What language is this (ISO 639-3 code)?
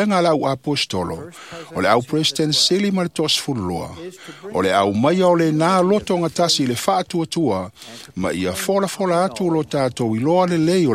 smo